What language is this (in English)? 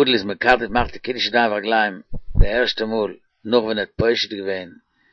Yiddish